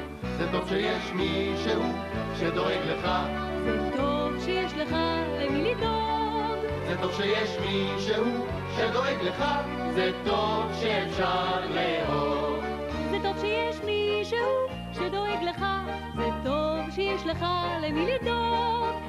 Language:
Hebrew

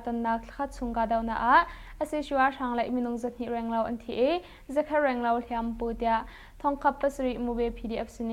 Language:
Hakha Chin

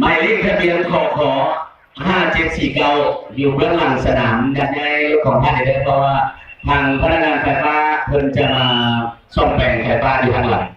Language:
Lao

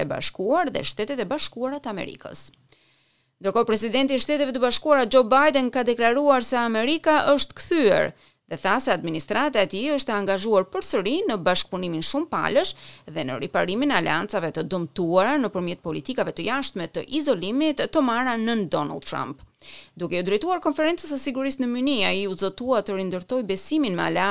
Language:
Albanian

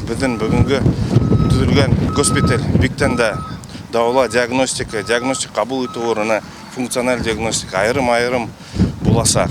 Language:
Bashkir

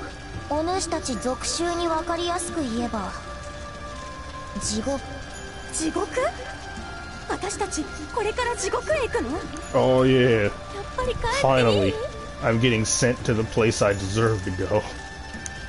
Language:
Japanese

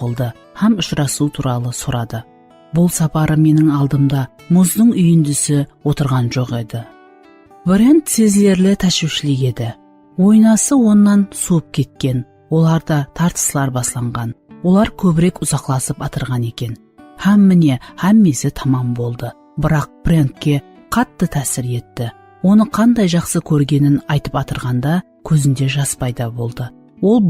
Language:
Kara-Kalpak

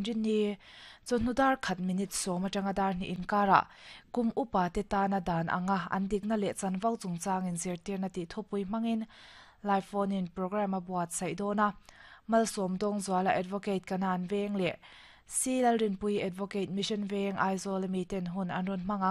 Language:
Mizo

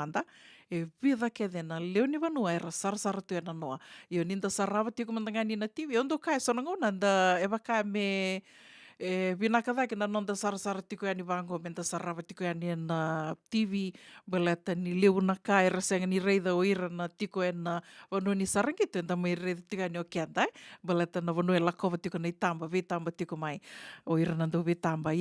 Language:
Fijian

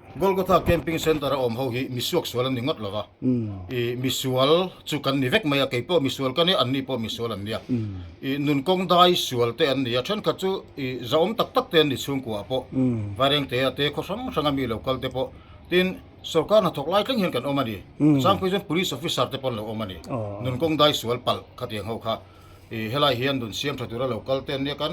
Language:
Mizo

